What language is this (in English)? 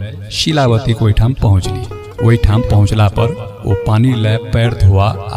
Maithili